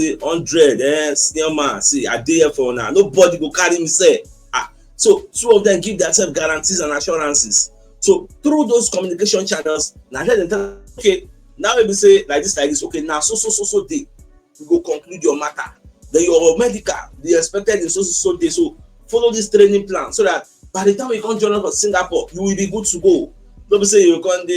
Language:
Nigerian Pidgin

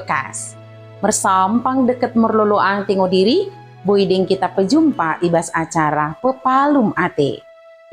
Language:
Batak Dairi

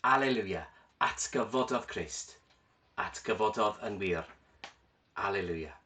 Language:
Welsh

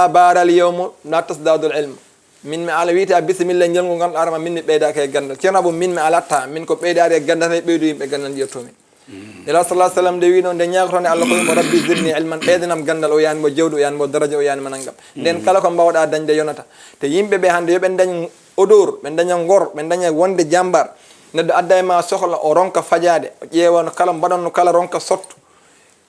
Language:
Fula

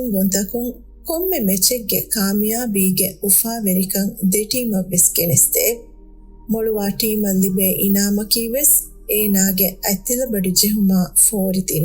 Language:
Divehi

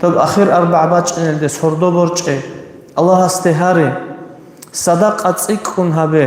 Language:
Avaric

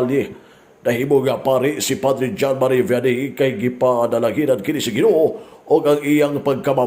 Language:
Cebuano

